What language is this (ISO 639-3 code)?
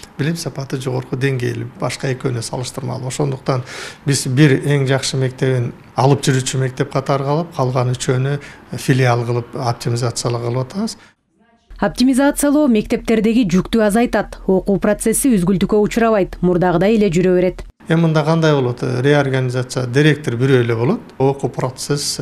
kir